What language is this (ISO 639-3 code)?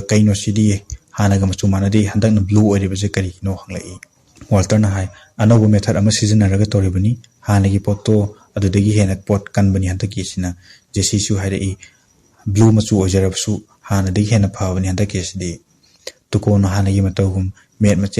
mni